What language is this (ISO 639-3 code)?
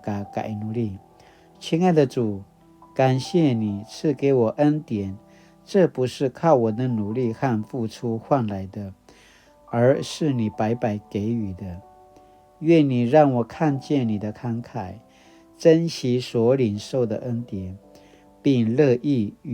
pwn